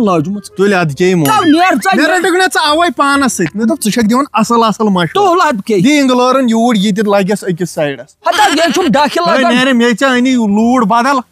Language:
Kashmiri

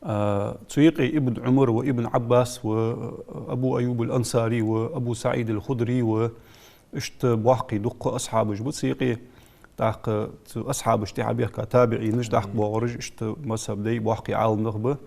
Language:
Ingush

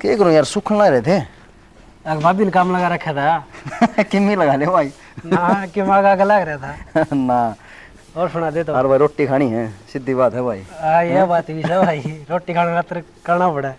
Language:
Haryanvi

